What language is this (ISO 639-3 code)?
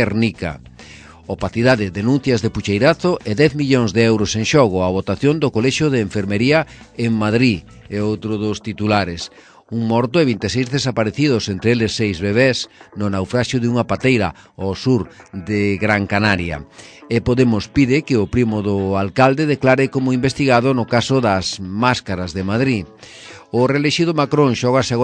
glg